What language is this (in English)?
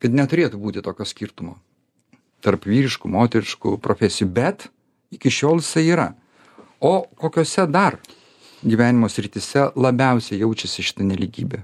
Lithuanian